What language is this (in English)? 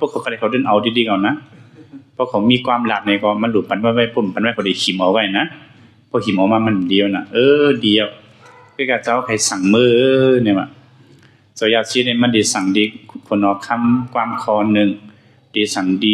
Shan